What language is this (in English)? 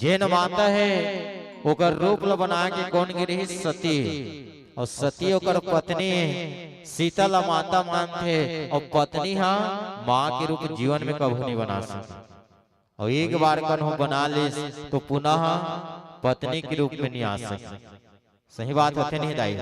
Chhattisgarhi